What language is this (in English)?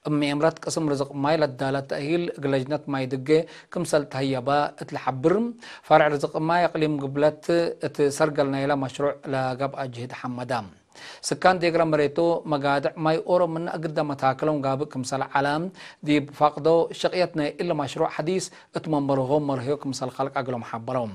Tigre